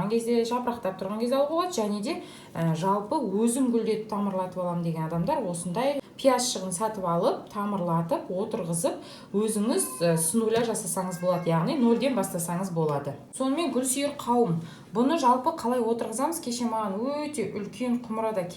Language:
Kazakh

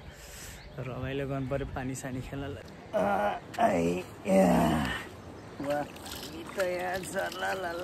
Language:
Nepali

